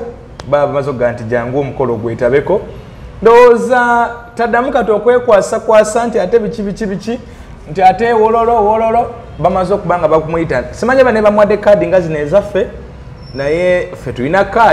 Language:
Ganda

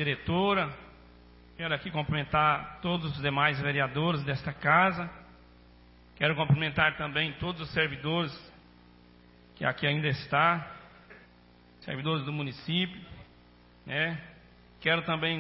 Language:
Portuguese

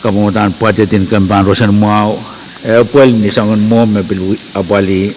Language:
Pohnpeian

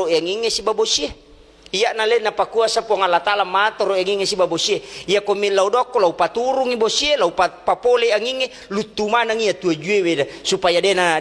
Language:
Buginese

